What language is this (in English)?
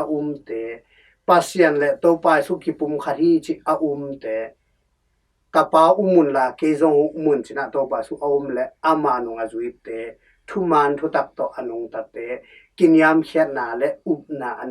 Tedim Chin